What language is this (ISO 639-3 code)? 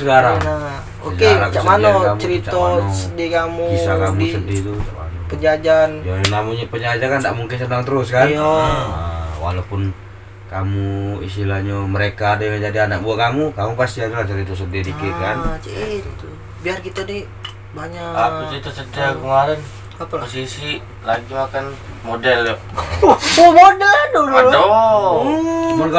mui